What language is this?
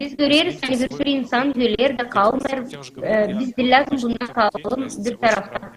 Gagauz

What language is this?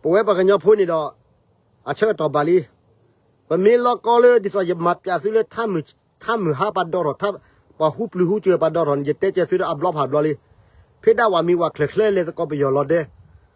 S'gaw Karen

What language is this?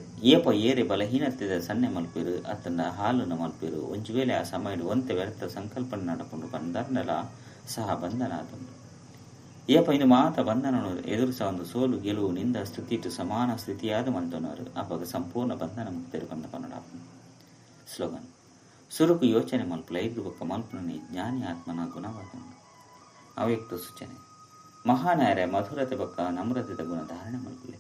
Tulu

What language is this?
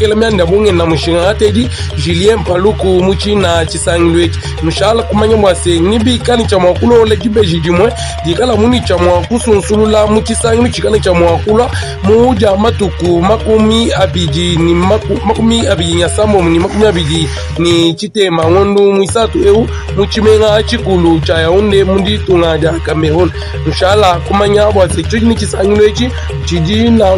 Luba-Lulua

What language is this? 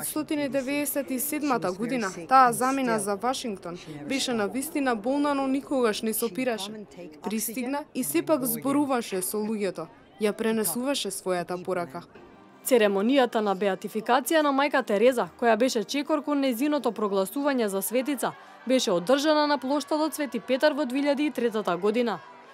Macedonian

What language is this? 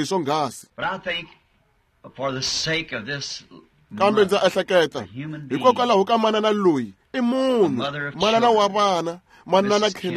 Tsonga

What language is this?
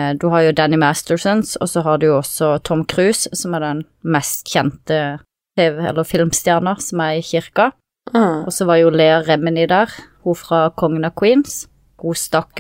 Norwegian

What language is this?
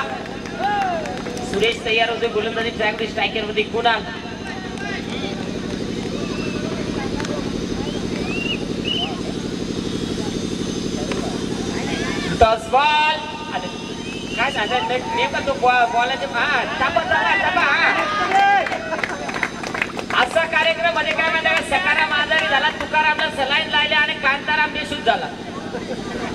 Marathi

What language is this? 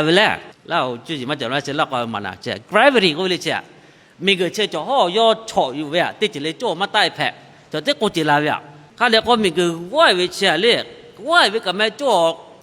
Lahu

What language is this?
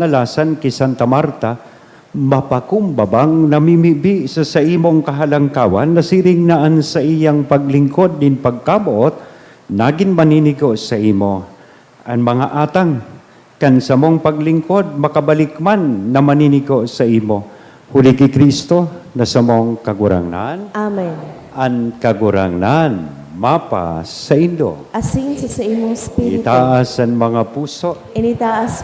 Bikol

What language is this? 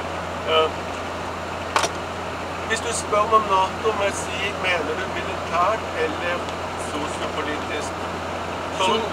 Norwegian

